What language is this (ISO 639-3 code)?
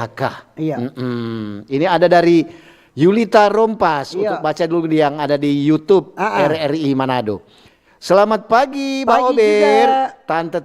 xmm